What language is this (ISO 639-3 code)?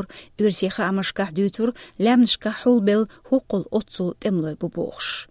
che